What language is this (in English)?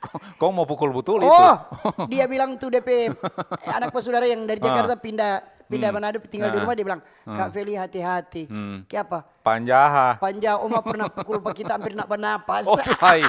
Manado Malay